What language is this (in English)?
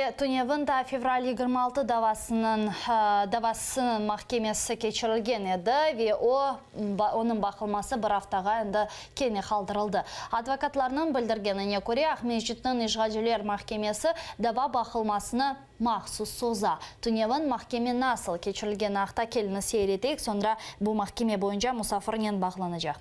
Crimean Tatar